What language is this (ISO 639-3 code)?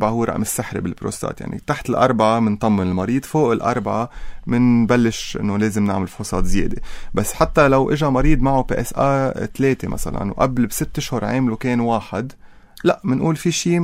apc